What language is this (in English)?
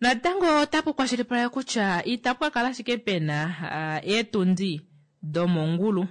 Kuanyama